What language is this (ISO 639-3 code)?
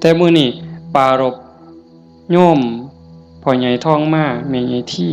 tts